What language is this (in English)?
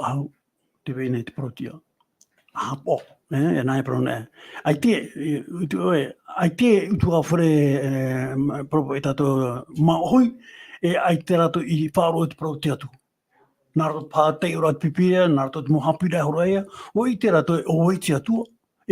Tahitian